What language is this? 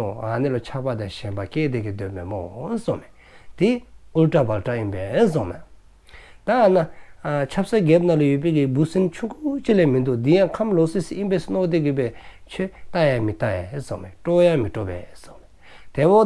Dzongkha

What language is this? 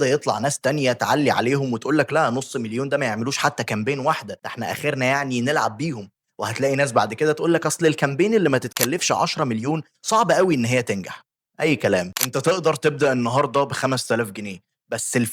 Egyptian Arabic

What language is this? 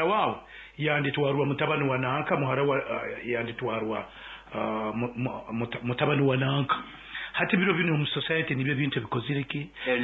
Nyoro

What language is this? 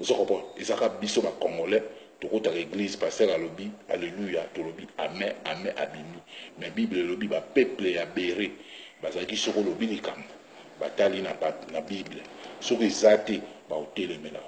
Lingala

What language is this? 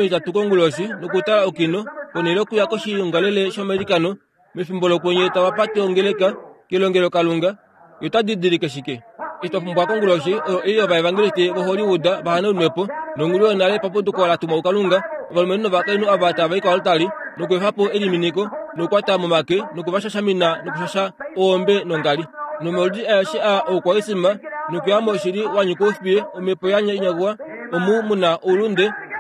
Kuanyama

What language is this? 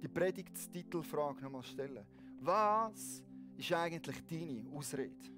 Swiss German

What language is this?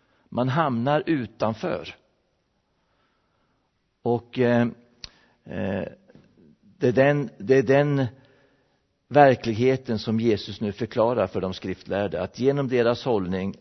Swedish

